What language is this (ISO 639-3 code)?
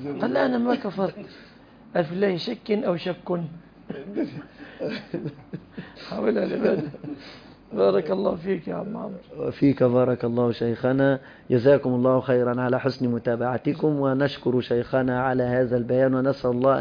ara